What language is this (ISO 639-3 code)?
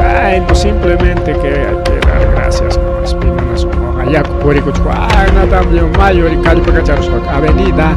quy